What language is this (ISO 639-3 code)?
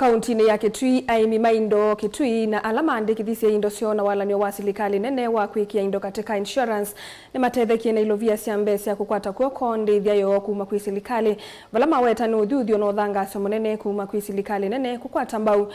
kam